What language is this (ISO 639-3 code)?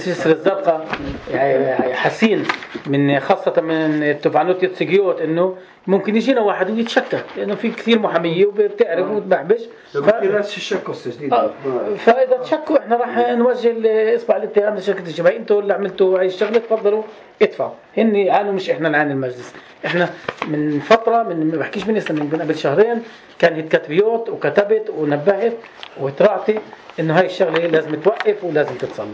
apc